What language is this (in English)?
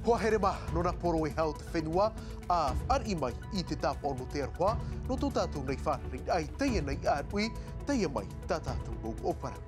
Tahitian